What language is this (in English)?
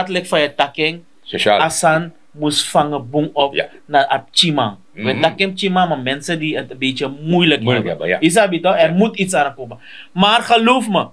Sranan Tongo